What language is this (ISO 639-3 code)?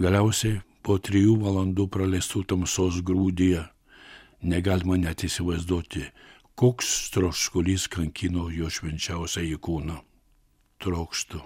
lit